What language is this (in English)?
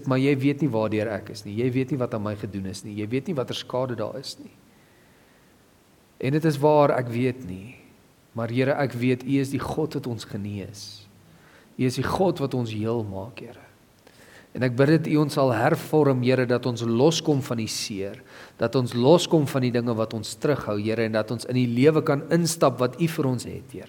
Afrikaans